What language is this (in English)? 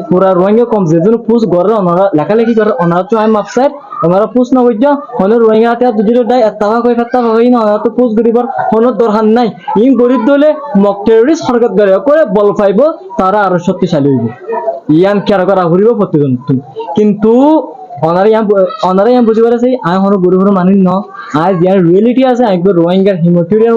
Rohingya